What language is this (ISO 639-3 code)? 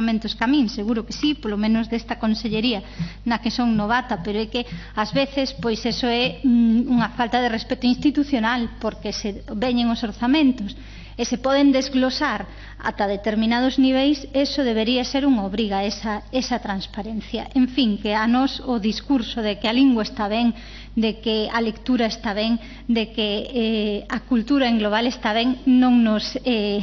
glg